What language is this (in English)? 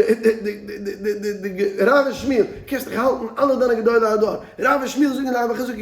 Yiddish